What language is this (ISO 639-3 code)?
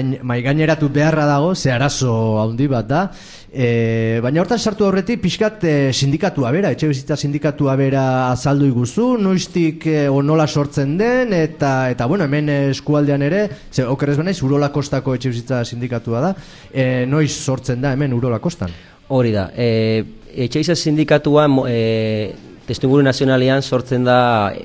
eus